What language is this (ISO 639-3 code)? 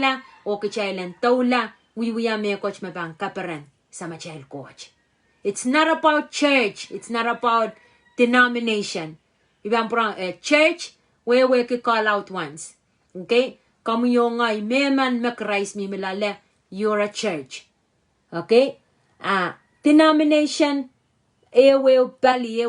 pon